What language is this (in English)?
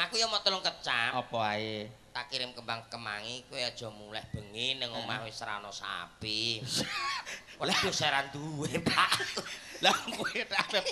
Javanese